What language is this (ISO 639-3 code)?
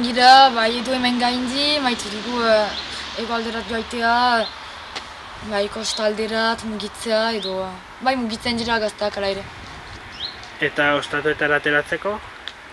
eus